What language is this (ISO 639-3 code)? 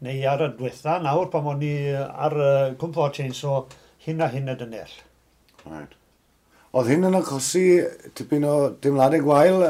cym